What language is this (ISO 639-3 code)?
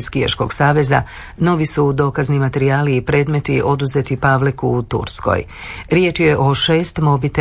hrv